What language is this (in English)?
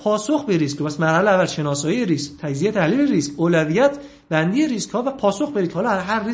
Persian